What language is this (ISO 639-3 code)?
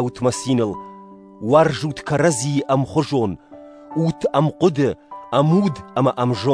oss